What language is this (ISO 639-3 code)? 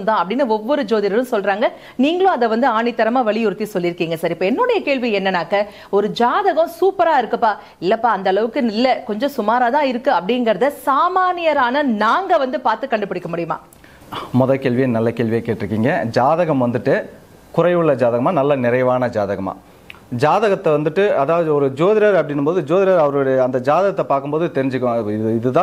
tam